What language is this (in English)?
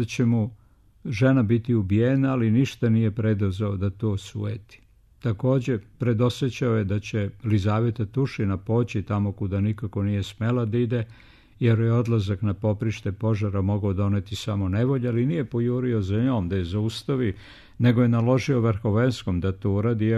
Serbian